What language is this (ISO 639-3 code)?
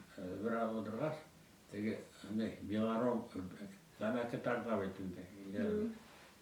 bak